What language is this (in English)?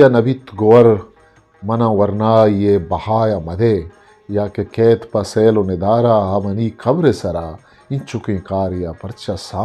Eastern Balochi